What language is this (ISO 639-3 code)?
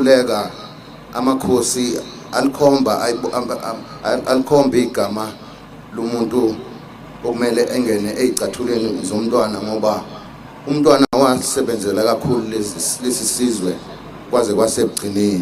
zul